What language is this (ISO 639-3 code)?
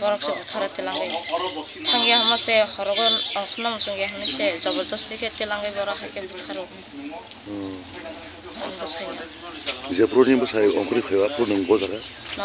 trp